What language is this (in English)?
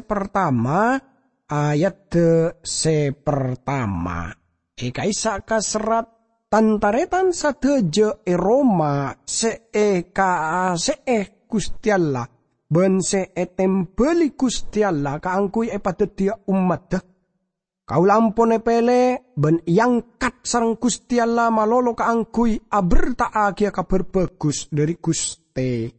Madurese